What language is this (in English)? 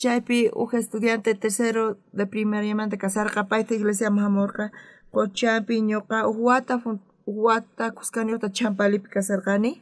South Bolivian Quechua